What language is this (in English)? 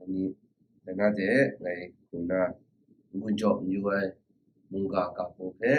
Kachin